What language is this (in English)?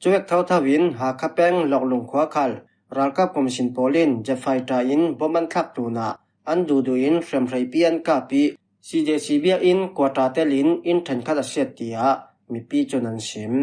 Falam Chin